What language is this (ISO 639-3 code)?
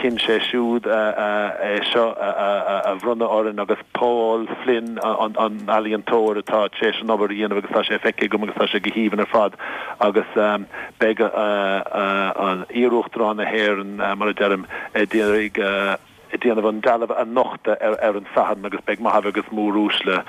gle